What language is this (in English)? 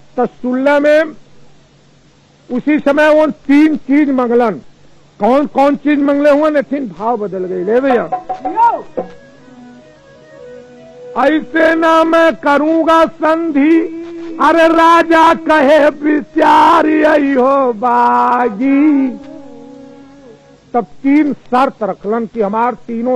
Bhojpuri